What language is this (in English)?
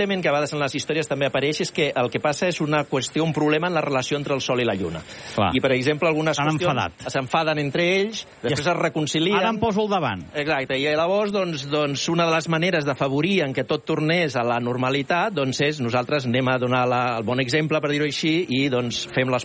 Catalan